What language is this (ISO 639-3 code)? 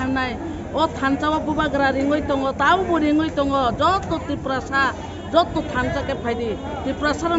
trp